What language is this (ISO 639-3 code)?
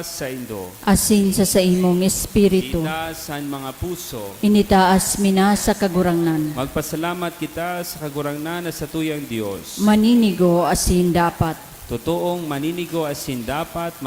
bik